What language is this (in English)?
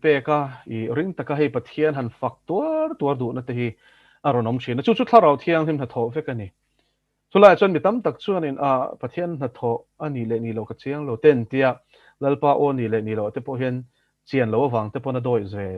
Mizo